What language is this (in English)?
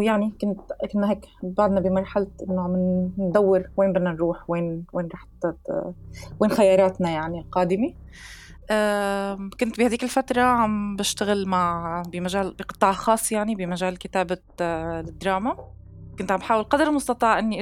North Levantine Arabic